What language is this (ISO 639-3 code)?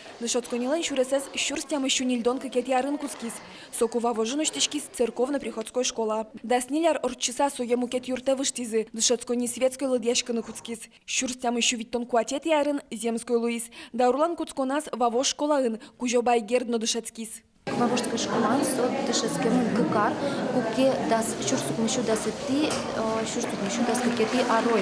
udm